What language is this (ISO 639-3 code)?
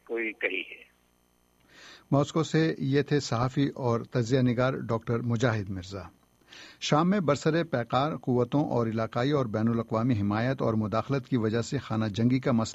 urd